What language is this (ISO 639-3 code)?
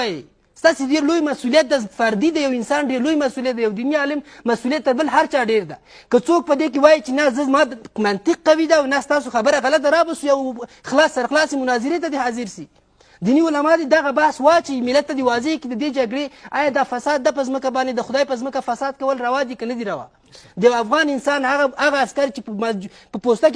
pus